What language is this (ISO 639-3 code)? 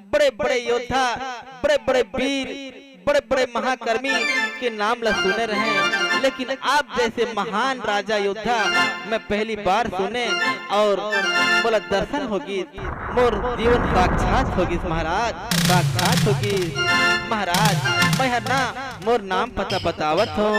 hne